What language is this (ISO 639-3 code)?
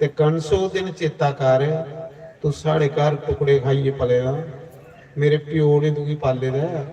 doi